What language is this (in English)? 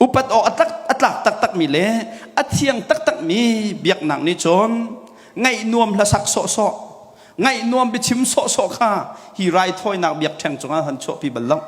Hakha Chin